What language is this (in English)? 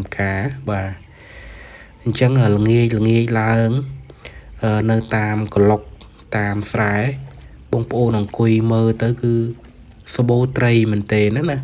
Khmer